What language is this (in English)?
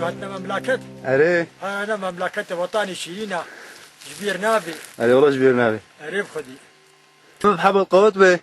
Kurdish